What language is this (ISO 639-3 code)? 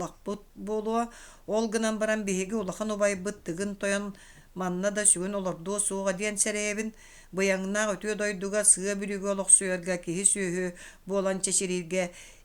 sah